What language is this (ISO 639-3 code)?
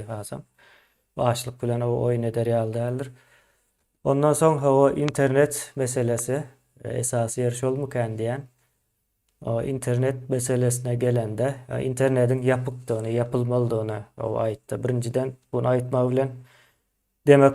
tuk